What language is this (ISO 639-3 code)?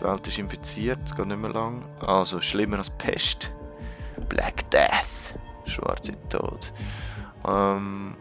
gsw